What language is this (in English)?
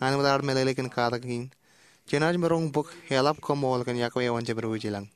Marshallese